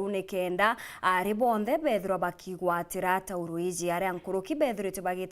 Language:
Meru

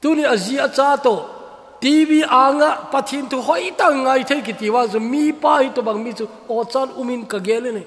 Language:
Thado Chin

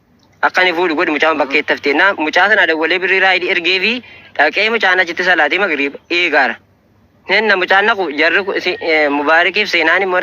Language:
Oromo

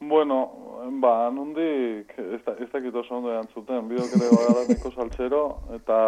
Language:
Basque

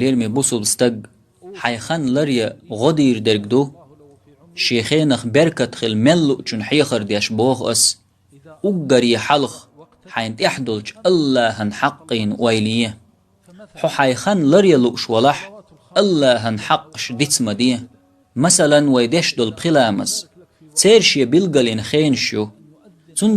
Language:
Chechen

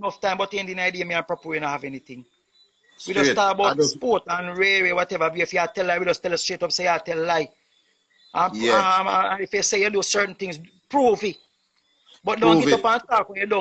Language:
Jamaican Creole English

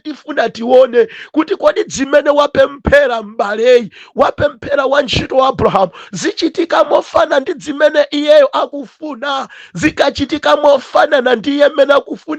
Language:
Nyanja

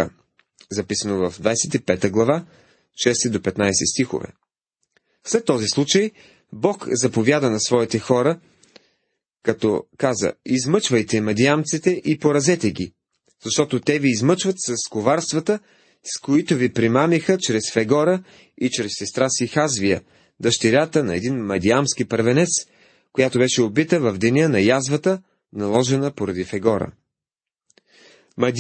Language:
Bulgarian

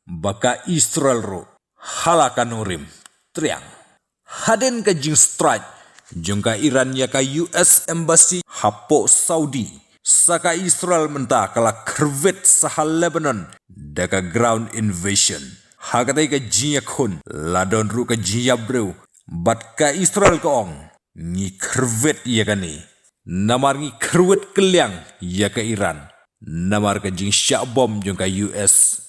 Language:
Khasi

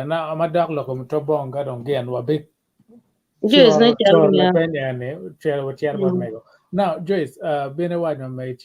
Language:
Acoli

